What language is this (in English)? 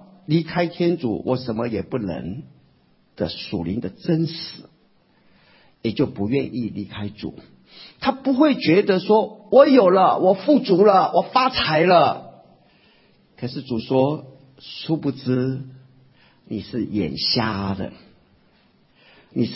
Chinese